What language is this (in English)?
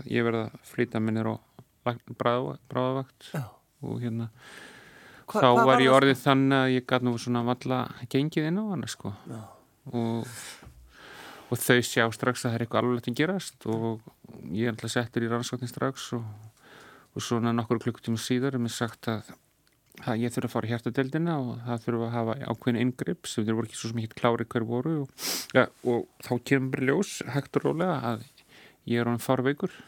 Icelandic